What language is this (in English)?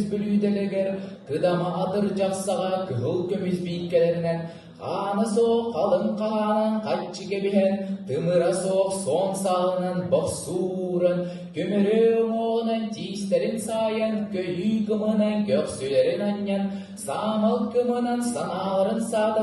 Yakut